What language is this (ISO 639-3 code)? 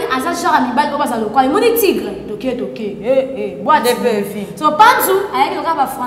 lin